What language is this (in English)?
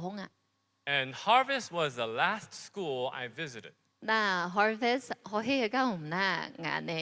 Akha